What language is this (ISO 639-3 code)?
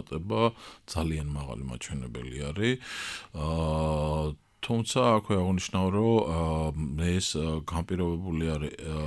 kat